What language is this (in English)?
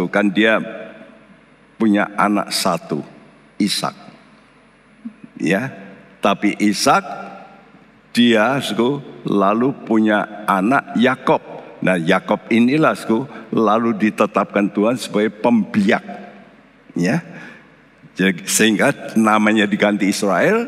Indonesian